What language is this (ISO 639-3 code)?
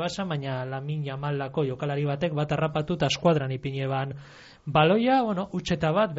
eus